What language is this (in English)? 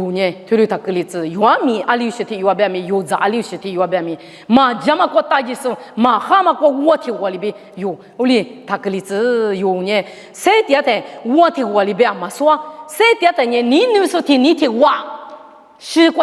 Lisu